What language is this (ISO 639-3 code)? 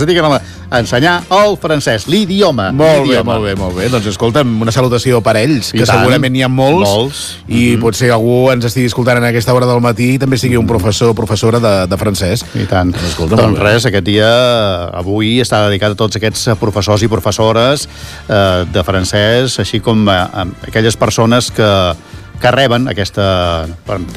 cat